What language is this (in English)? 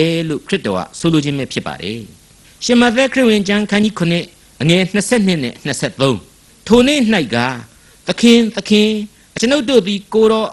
Burmese